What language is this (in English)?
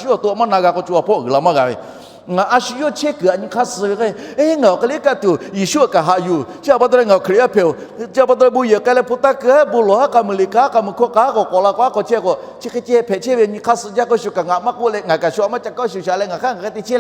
Lahu